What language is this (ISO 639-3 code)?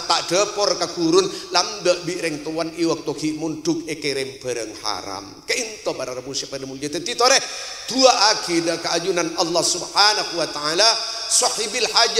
mad